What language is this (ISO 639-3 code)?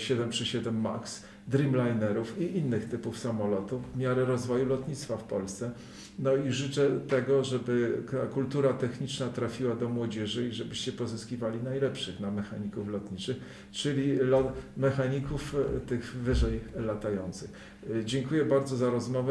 pol